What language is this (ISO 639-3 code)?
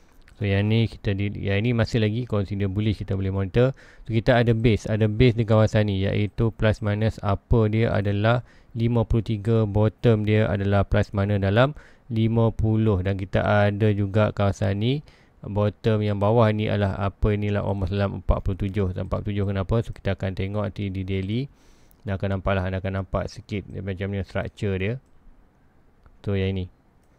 msa